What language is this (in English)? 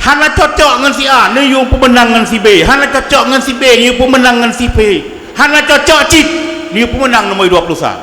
Achinese